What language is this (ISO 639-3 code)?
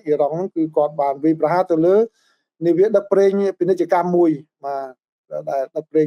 khm